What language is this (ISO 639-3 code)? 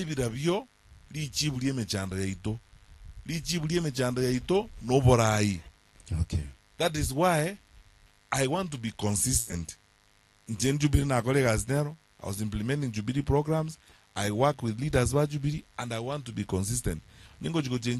guz